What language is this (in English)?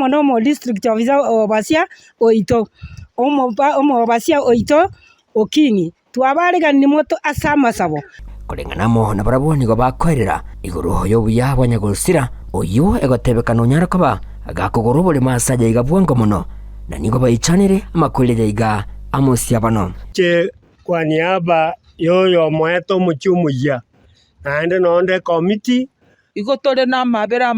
Gusii